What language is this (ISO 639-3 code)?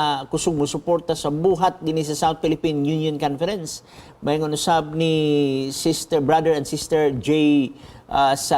ceb